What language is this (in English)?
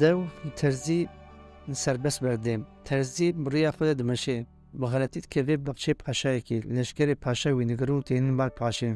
Kurdish